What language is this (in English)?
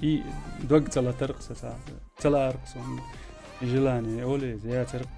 Chechen